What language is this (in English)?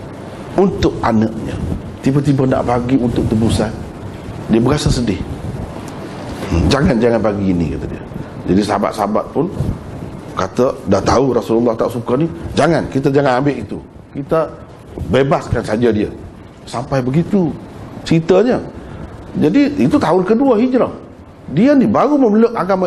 Malay